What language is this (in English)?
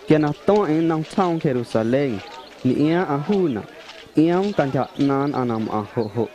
Guerrero Amuzgo